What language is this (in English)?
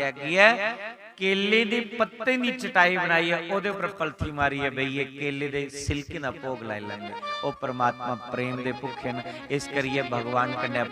Dogri